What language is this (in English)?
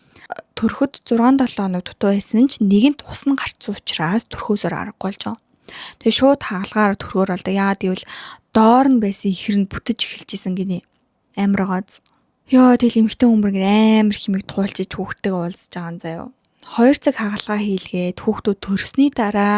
Mongolian